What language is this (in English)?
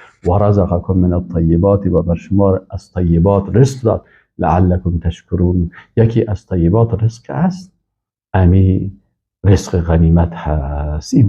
Persian